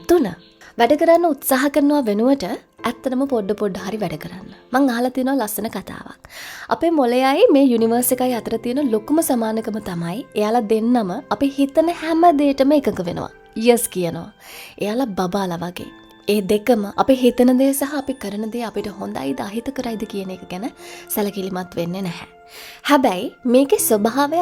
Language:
Sinhala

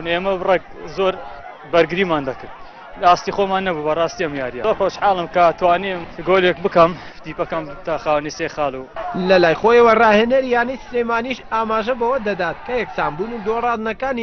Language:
Central Kurdish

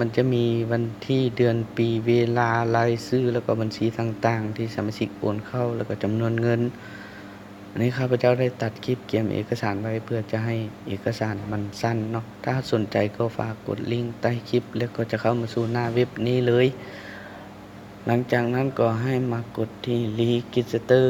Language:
Lao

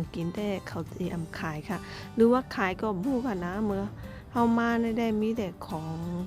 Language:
Shan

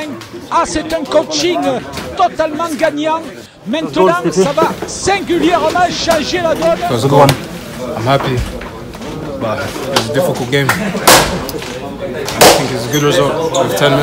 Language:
French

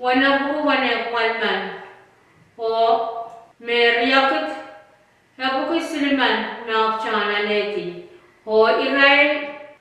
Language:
Pohnpeian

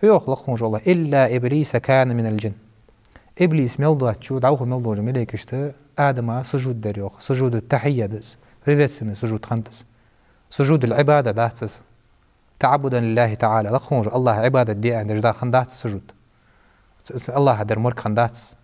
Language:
Ingush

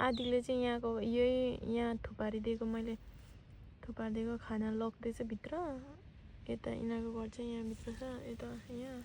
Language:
Nepali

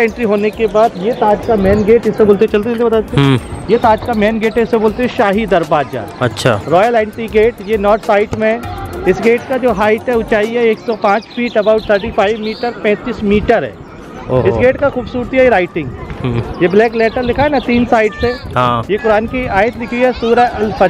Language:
Hindi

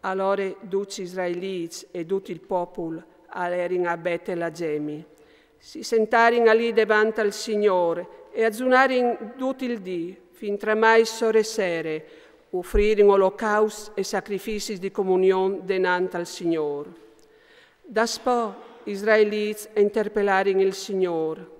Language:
Friulian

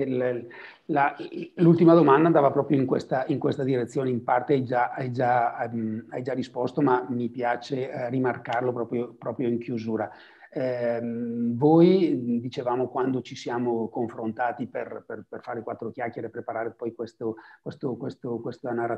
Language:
Italian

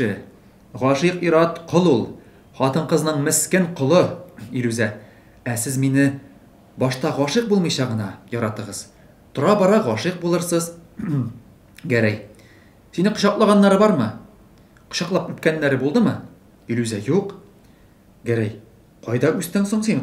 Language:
Tatar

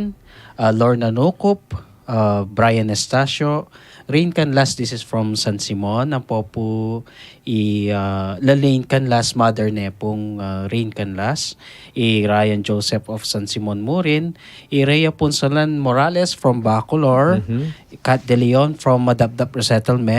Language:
Pampanga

